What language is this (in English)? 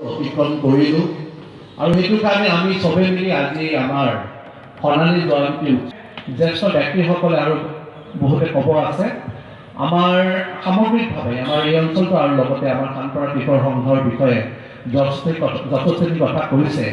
Assamese